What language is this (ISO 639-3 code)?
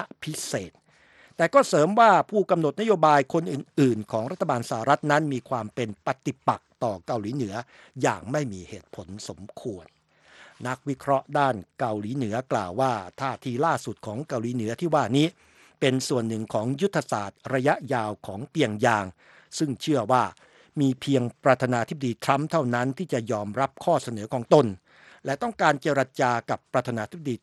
tha